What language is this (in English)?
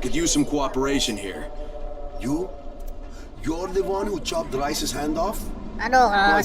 Banjar